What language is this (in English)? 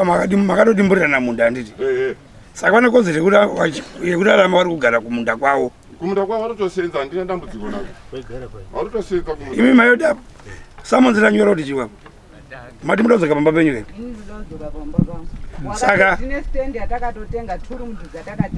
Shona